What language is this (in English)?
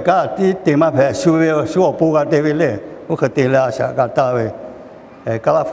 Lahu